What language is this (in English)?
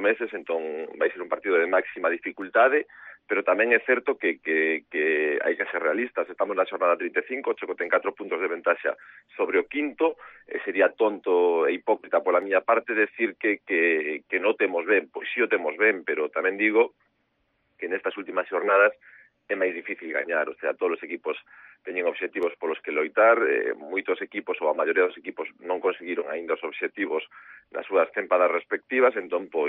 Galician